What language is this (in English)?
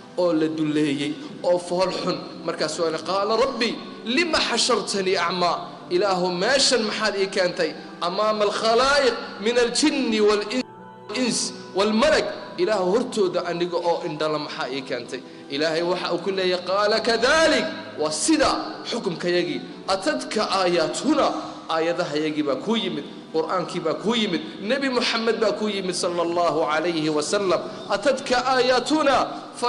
Somali